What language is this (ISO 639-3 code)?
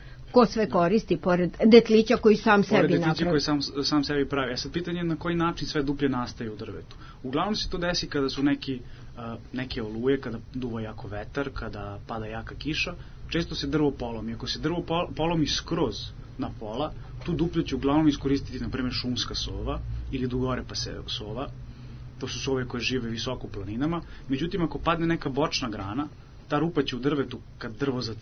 srp